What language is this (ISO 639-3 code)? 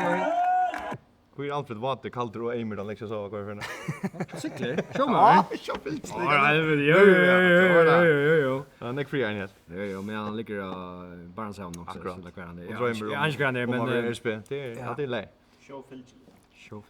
fao